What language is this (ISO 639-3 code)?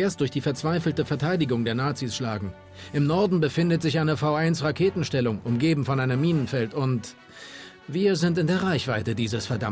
bar